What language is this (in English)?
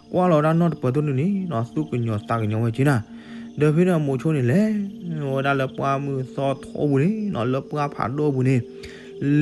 S'gaw Karen